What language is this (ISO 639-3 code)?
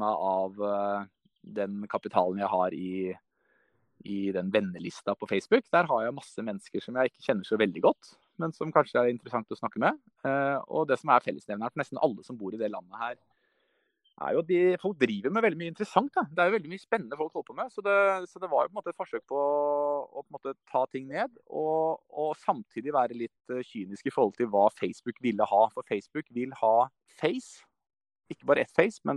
nor